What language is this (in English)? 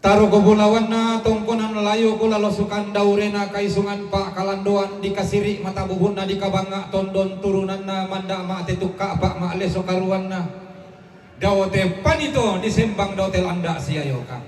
Toraja-Sa'dan